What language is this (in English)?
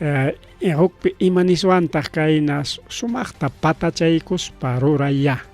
Ayacucho Quechua